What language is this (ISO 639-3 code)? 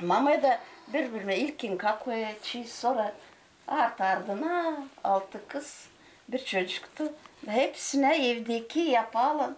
gag